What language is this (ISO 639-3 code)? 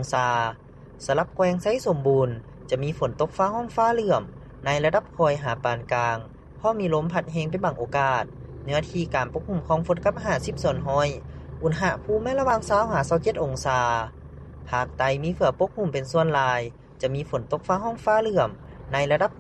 lao